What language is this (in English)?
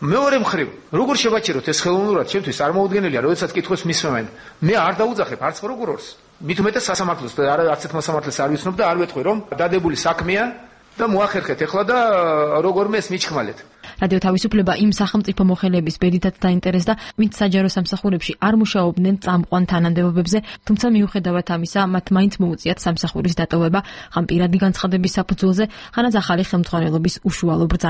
Georgian